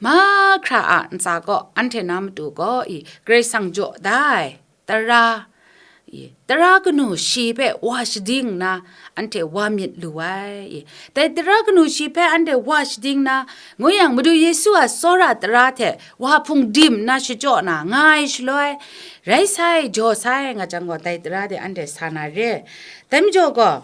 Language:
Kachin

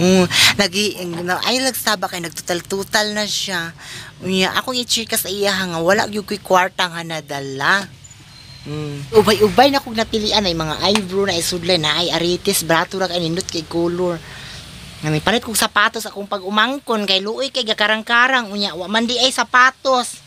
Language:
Cebuano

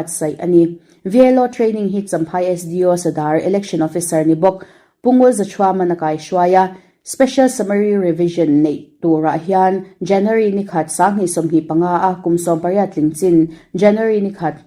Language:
Mizo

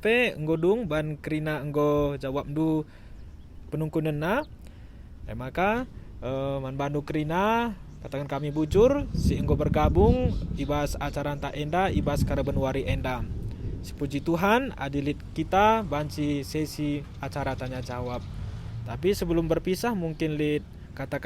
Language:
Batak Karo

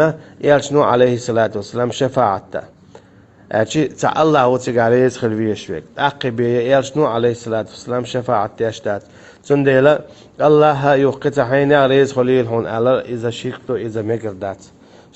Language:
Chechen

